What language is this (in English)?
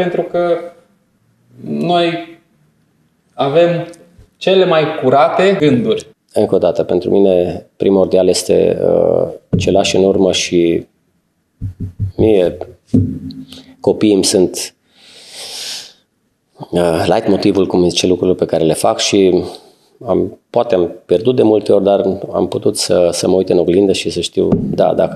Romanian